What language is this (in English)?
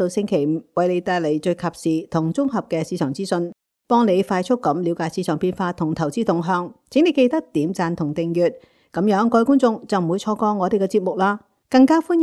Cantonese